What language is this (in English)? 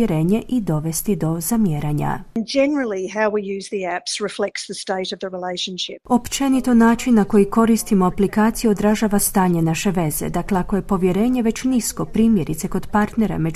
Croatian